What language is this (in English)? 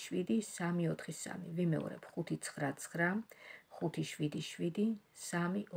Georgian